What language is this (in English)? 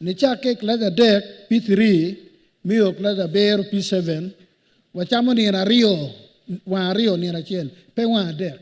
Acoli